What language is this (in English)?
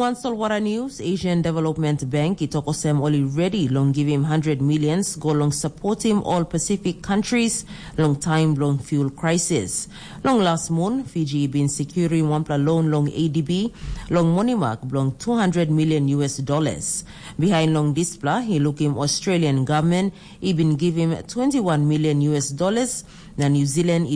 Tok Pisin